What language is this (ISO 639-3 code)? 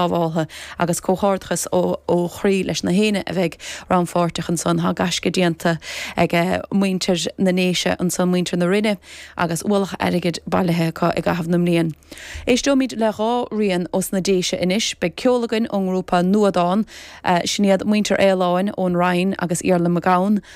gle